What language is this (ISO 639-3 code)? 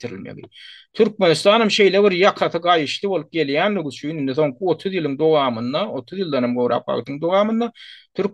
tuk